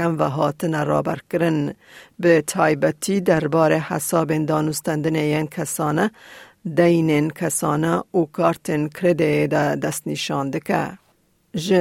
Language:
Kurdish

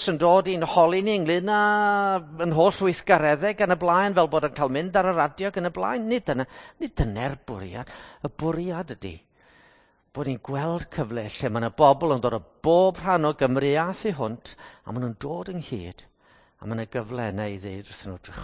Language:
Welsh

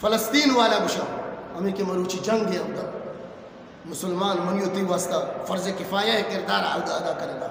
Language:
Eastern Balochi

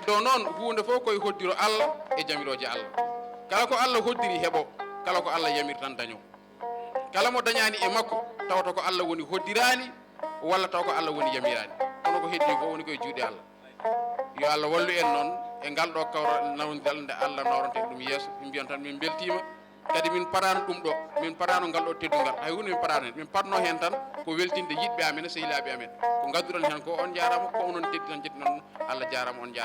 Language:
Fula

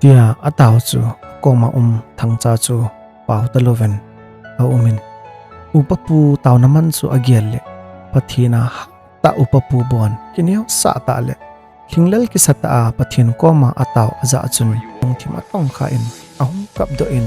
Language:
Thado Chin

